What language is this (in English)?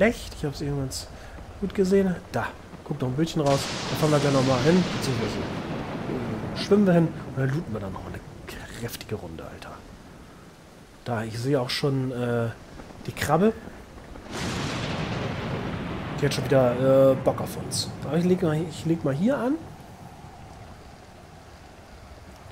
German